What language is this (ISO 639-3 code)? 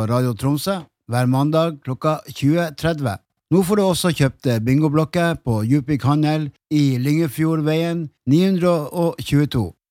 nor